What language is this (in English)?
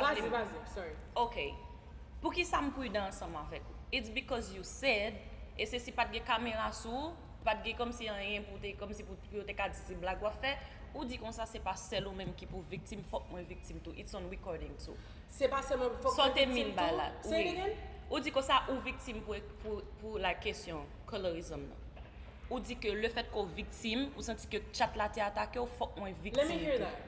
Haitian Creole